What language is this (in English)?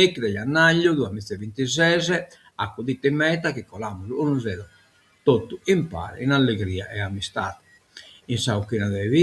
Sardinian